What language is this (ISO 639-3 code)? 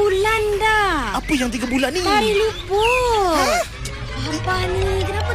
msa